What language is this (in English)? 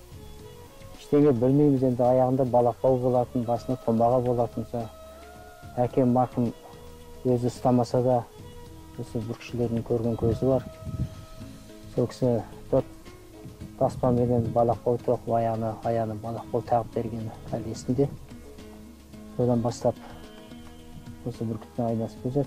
Kazakh